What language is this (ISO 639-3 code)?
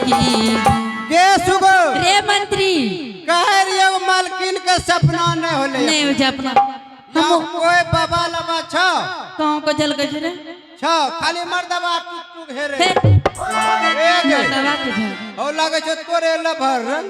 mai